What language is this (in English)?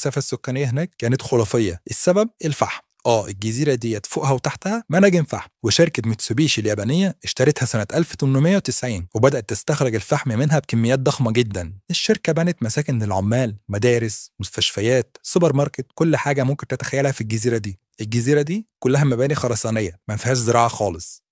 Egyptian Arabic